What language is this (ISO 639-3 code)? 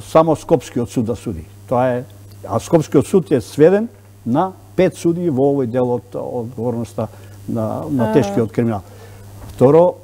mkd